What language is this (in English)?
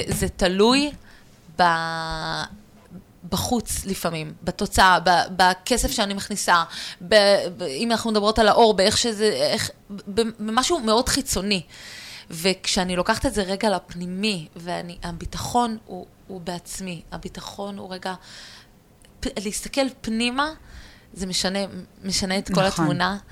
Hebrew